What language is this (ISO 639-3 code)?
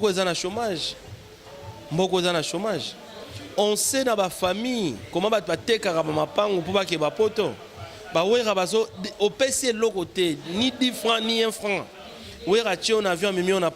lin